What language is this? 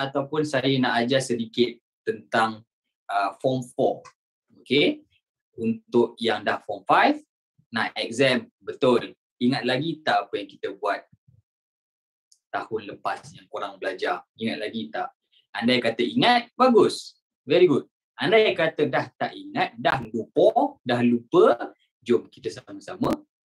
Malay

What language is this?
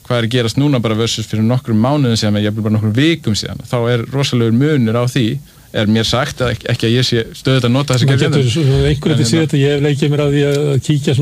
Icelandic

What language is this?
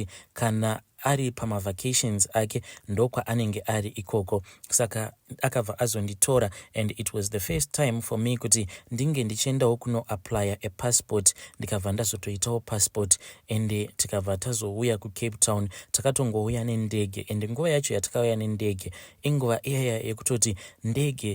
Shona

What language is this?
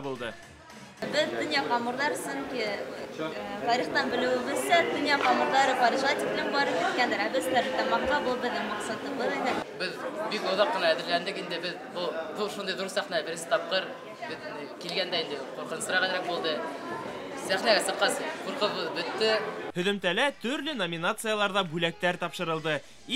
Bashkir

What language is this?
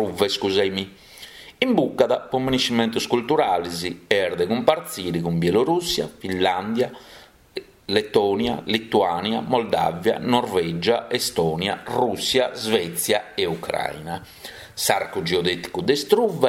Sardinian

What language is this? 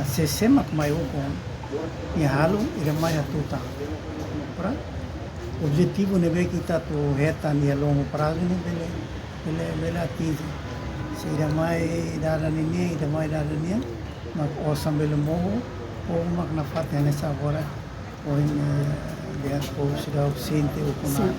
Tetum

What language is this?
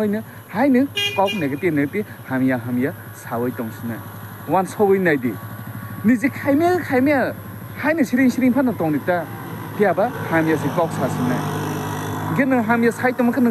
Kok Borok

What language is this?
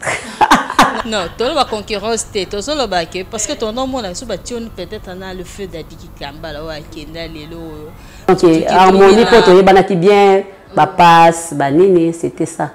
Lingala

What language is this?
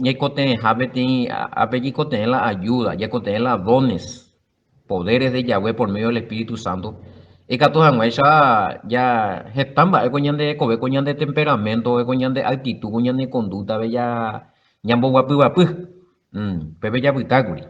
Guarani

